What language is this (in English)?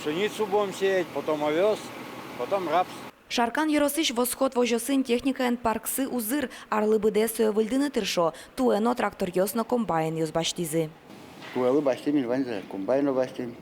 Udmurt